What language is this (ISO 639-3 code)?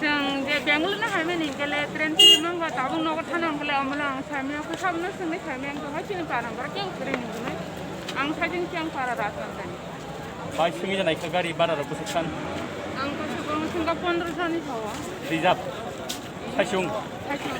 trp